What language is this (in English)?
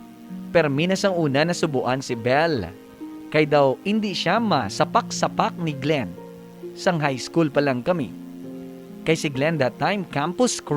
Hiligaynon